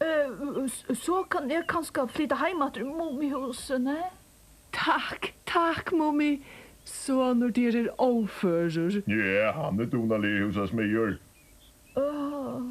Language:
Faroese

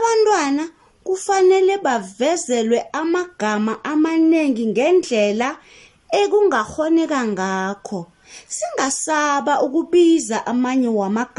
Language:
South Ndebele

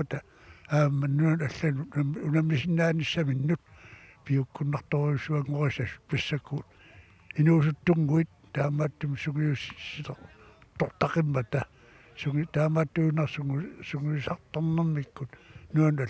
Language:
Kalaallisut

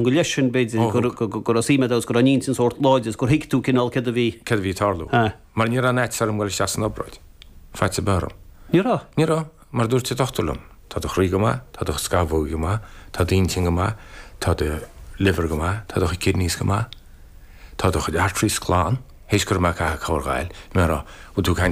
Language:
Irish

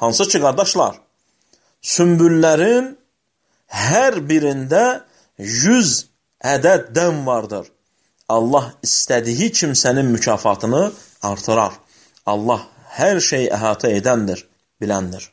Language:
Azerbaijani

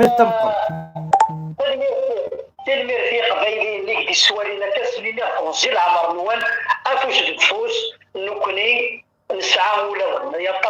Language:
Kabyle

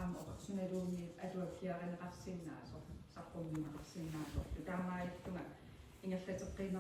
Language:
Kalaallisut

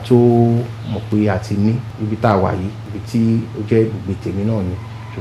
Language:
Yoruba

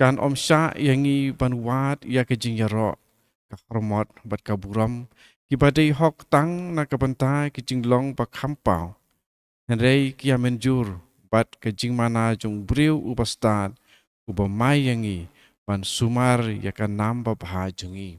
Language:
Khasi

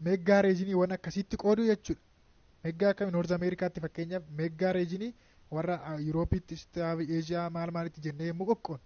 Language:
Oromo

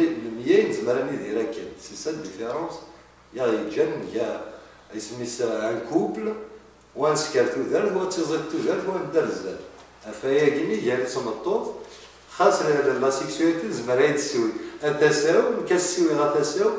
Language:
Kabyle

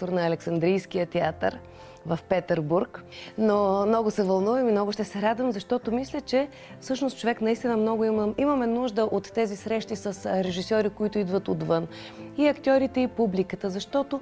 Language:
Bulgarian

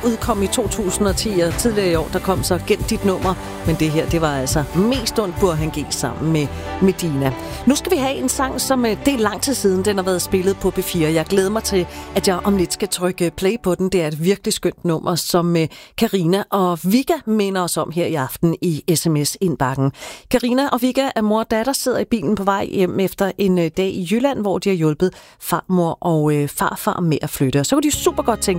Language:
Danish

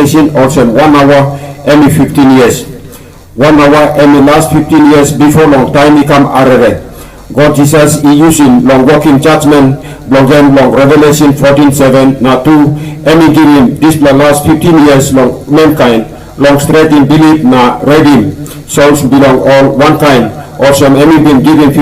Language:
Tok Pisin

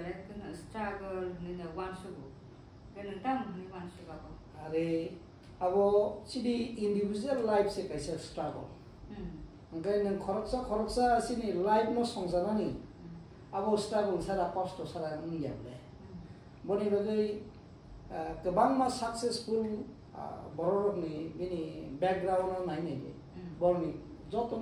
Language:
Kok Borok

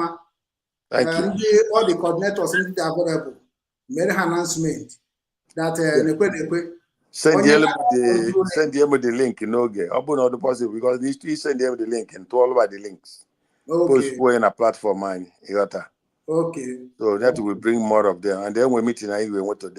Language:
Igbo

